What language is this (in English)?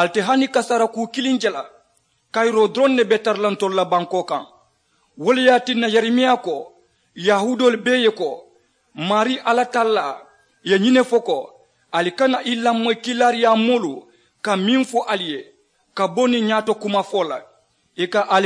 Mandingo